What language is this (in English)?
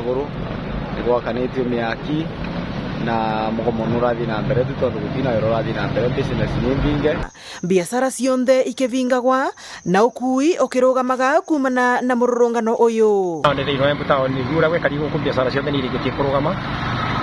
Meru